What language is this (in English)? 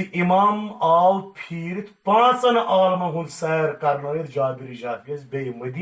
Kashmiri